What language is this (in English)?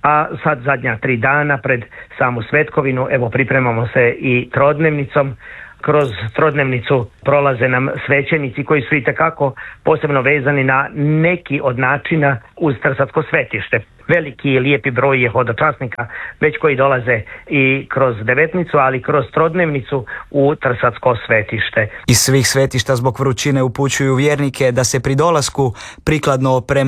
Croatian